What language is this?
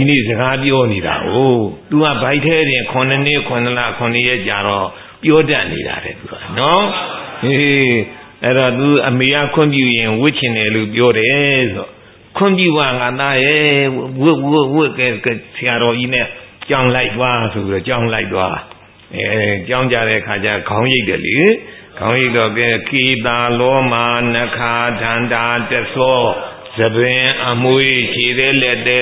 Burmese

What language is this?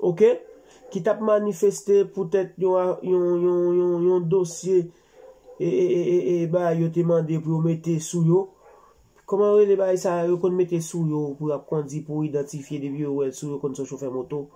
Haitian Creole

